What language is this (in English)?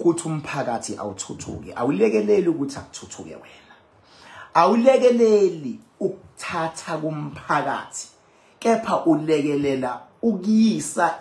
Zulu